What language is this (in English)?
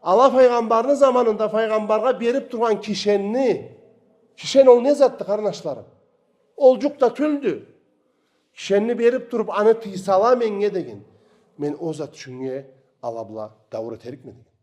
Karachay-Balkar